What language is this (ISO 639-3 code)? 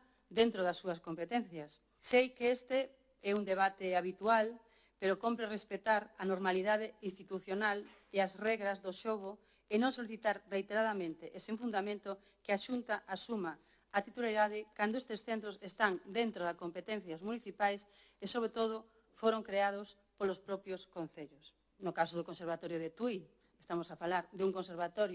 glg